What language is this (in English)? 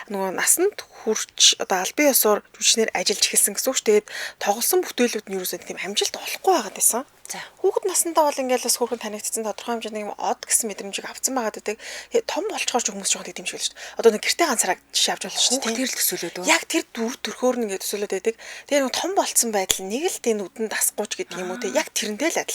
Mongolian